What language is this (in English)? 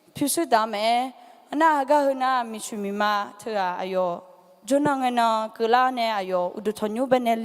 Akha